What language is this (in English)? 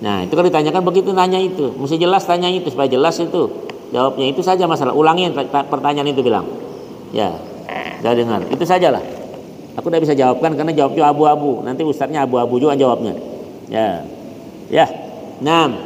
Banjar